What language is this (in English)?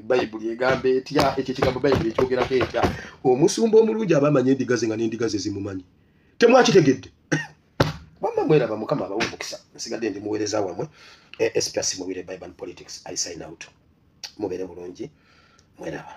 Ganda